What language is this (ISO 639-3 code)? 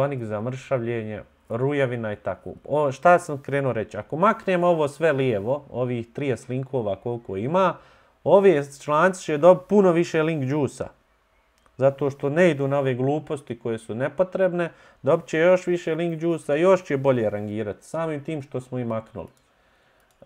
bos